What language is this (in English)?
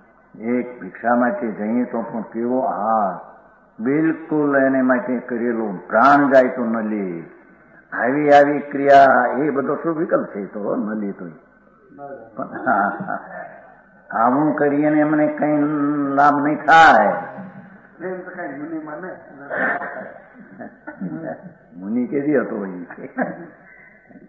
Gujarati